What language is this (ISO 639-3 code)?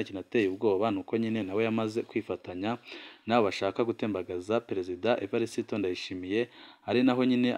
run